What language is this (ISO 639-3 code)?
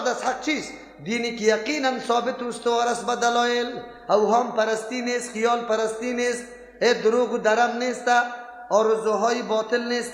fas